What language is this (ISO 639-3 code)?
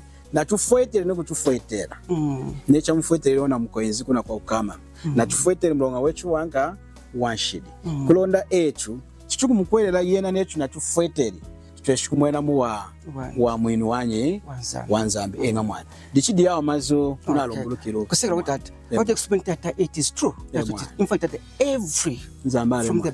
lun